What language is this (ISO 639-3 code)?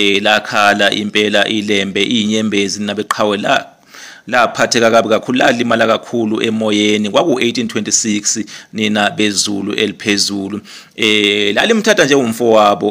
zul